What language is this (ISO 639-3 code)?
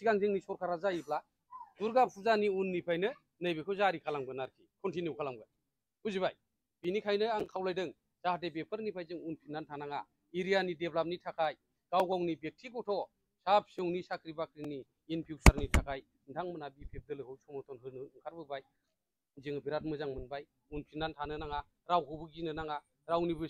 brx